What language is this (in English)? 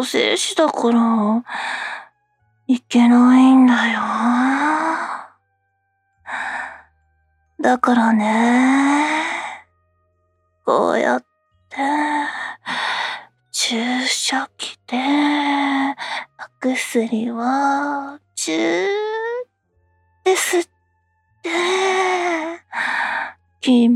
Japanese